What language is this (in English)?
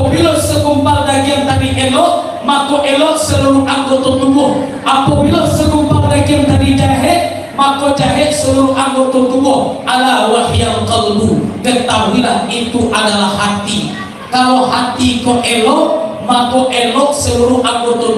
Minangkabau